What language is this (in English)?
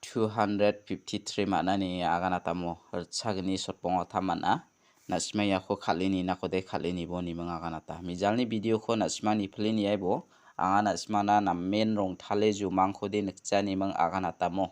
Garo